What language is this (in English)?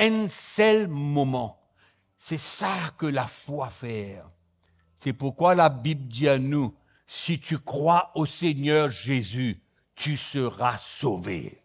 Morisyen